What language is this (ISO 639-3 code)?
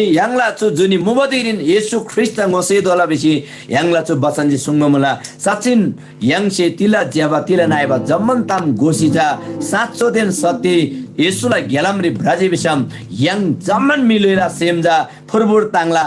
taj